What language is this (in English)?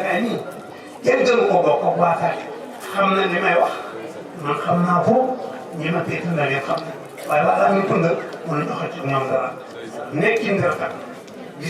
Wolof